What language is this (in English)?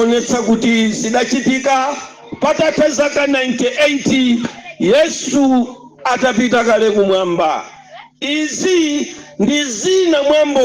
Nyanja